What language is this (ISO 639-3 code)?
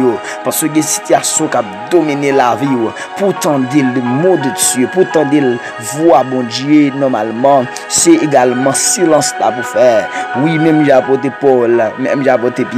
hat